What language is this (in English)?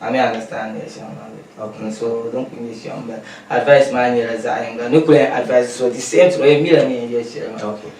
Dagbani